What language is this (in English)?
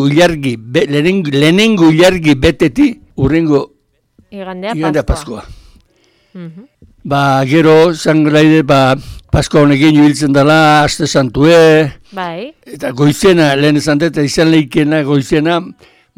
Basque